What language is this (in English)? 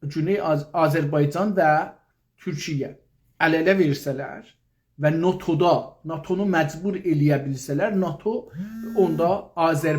South Azerbaijani